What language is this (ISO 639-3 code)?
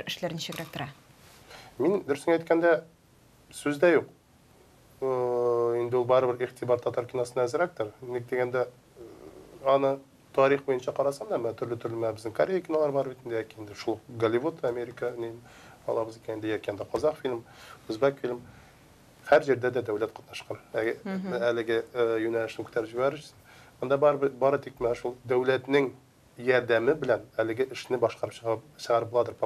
tat